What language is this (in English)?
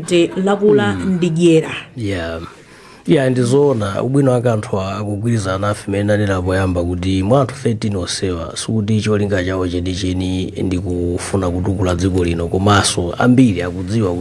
Nyanja